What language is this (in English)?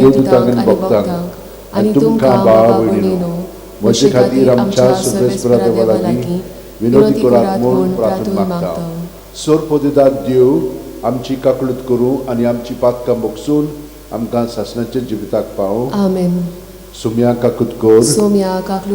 Konkani